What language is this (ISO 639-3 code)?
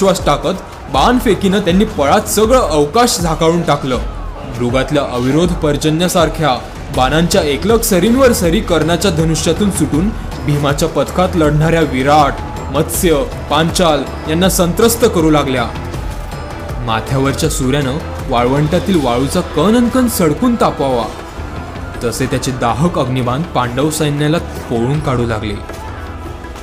mar